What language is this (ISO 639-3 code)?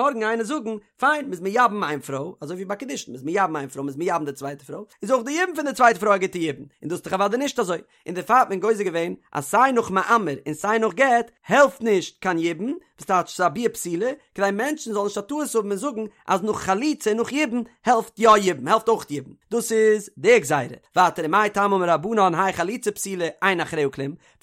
yid